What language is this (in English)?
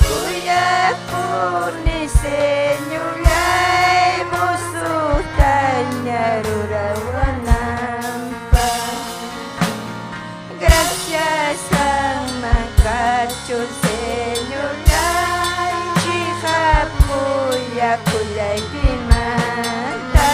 Ayacucho Quechua